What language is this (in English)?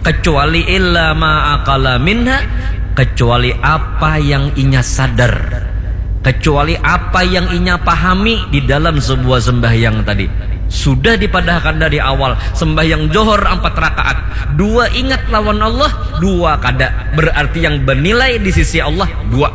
Banjar